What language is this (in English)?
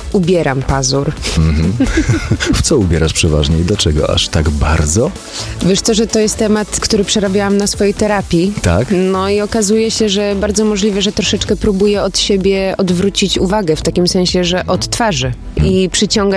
Polish